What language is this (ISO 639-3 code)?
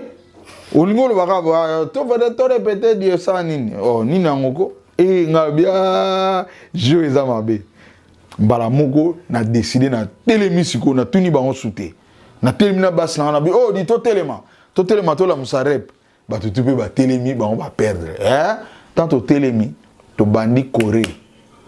lin